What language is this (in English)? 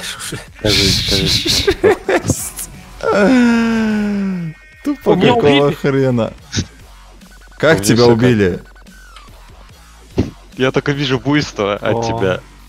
Russian